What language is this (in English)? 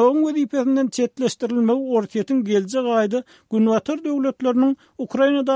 Turkmen